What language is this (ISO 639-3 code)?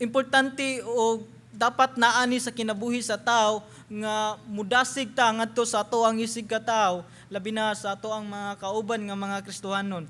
ceb